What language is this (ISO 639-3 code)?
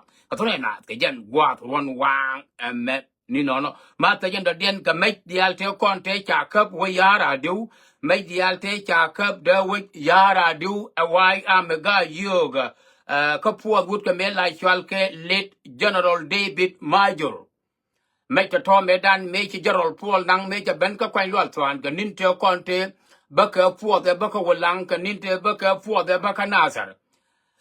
nus